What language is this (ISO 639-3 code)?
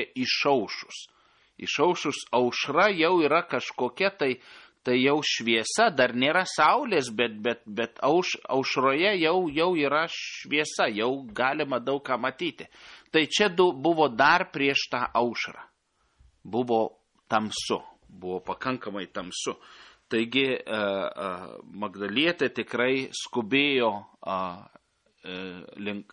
lit